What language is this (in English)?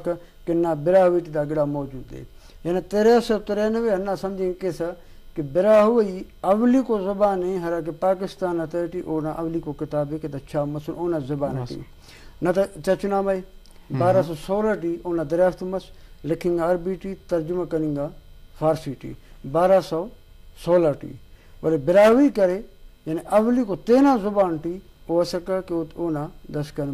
Brahui